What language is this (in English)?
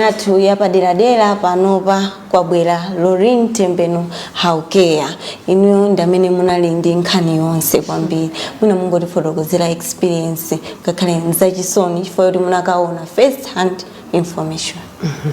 Nyanja